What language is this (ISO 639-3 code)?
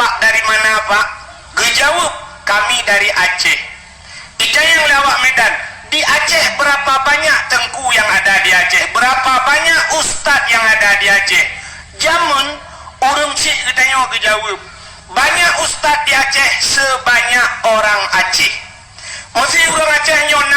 ace